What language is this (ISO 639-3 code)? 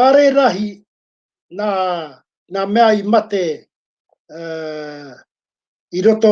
mri